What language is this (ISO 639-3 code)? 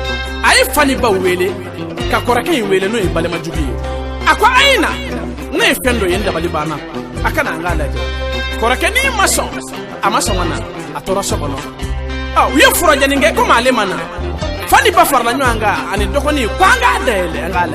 bam